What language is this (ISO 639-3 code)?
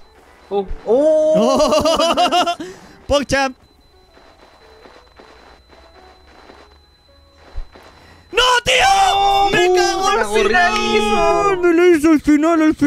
spa